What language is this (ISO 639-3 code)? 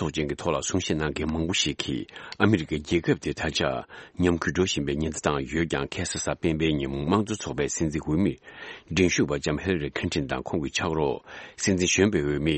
bod